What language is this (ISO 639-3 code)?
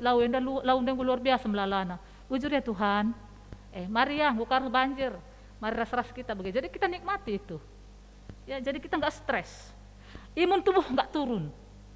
btx